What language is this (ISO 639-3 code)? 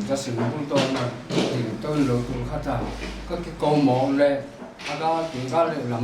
pck